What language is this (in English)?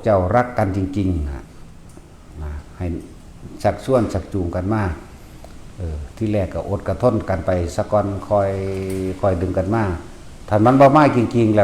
Northeastern Thai